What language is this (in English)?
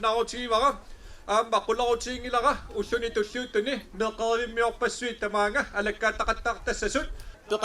Kalaallisut